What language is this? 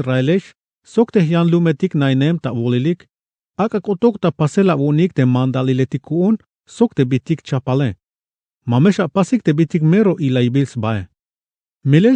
Tzeltal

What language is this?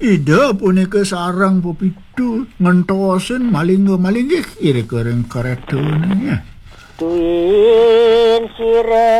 Balinese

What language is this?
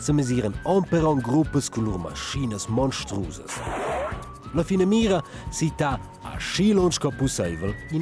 Romansh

